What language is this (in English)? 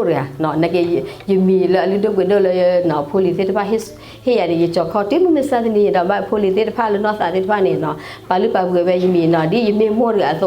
S'gaw Karen